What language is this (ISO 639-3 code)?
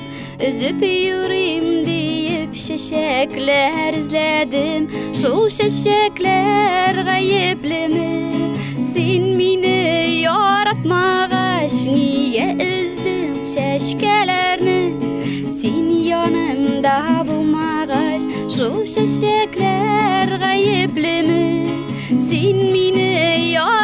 tat